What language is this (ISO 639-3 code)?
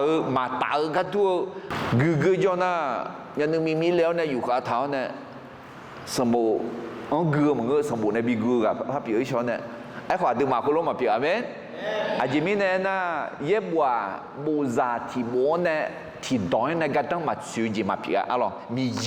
ahk